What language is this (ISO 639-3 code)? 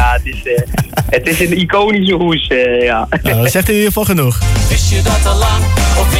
nld